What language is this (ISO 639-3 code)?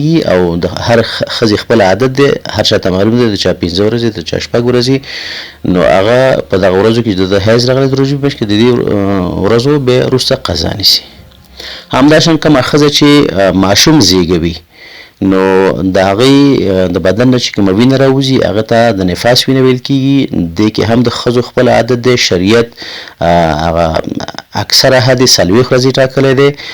pus